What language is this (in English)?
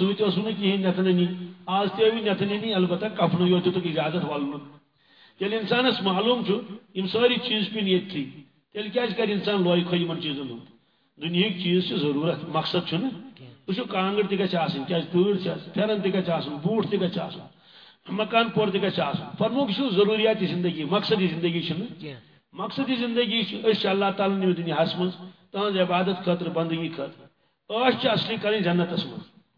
Kashmiri